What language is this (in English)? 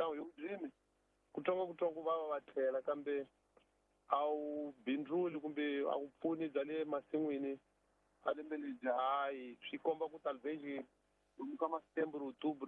Tsonga